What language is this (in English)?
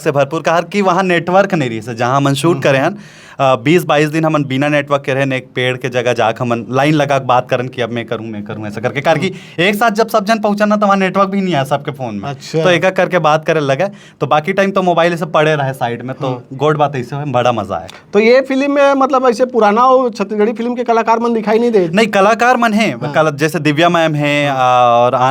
Chhattisgarhi